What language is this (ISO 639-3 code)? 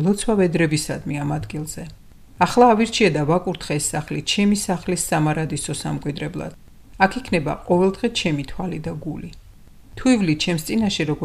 kat